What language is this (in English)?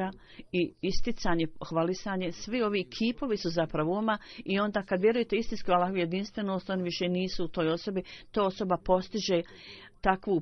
Bosnian